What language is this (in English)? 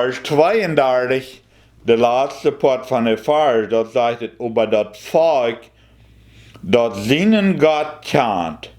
Plautdietsch